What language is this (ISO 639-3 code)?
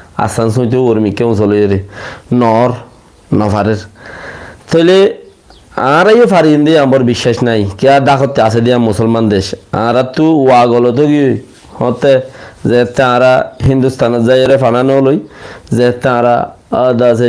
rhg